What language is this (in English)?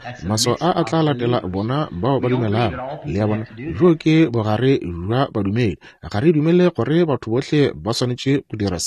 Northern Sotho